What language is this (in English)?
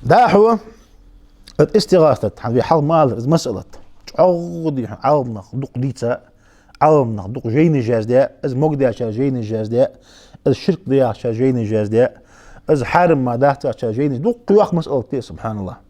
Ingush